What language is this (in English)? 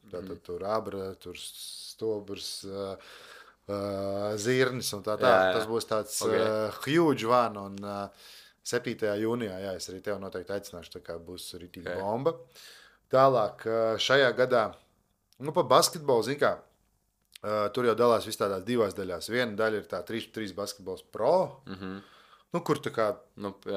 Latvian